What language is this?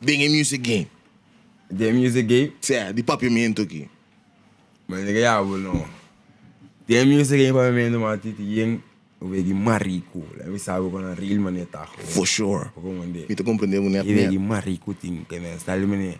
Papiamento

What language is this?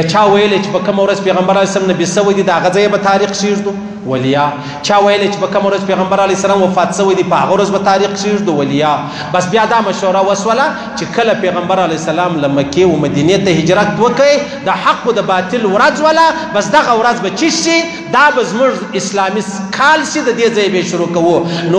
Pashto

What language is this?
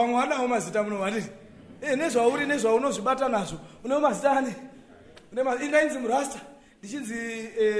Shona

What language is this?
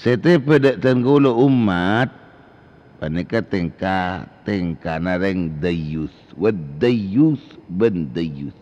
Madurese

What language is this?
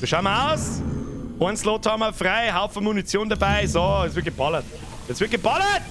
Bavarian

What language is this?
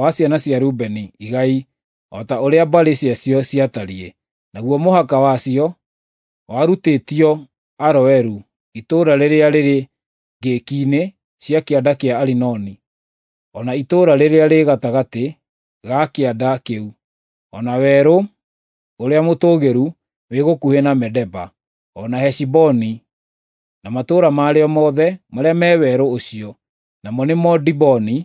Kikuyu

